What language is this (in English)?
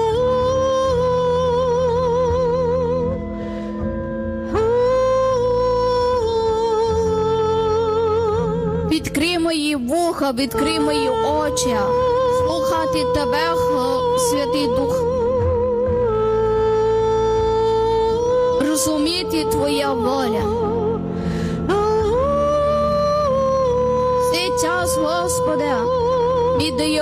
Ukrainian